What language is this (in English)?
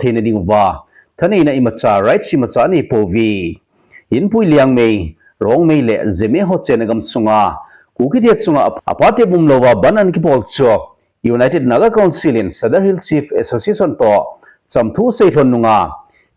Thado Chin